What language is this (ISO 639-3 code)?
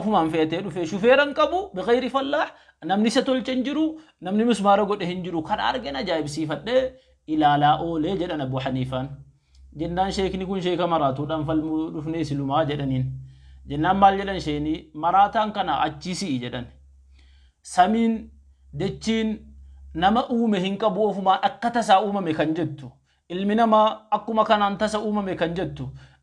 orm